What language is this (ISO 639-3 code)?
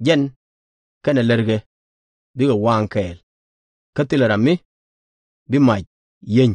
nus